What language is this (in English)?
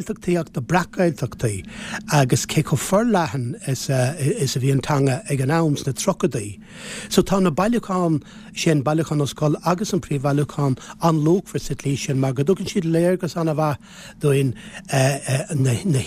Irish